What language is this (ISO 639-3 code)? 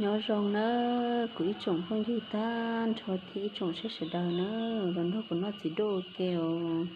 hmn